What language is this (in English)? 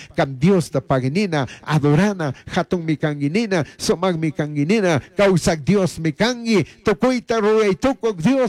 Chimborazo Highland Quichua